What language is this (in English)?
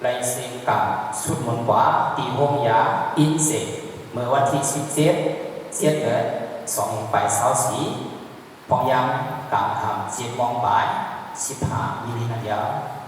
Shan